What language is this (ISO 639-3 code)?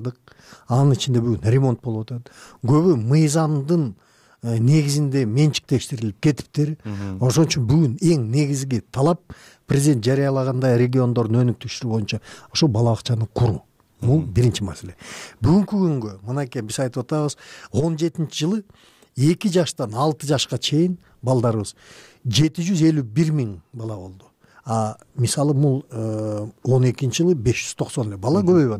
kir